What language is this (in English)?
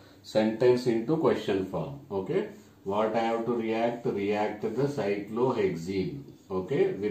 English